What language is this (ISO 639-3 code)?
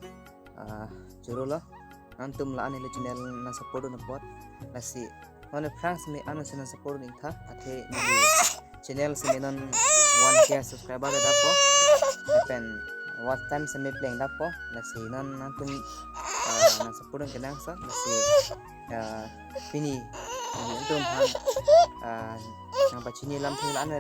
mjw